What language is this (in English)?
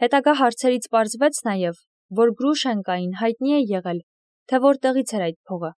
Armenian